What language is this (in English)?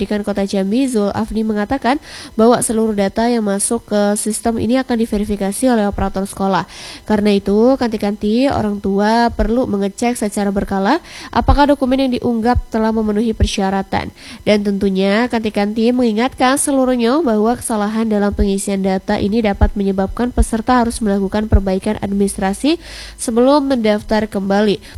Indonesian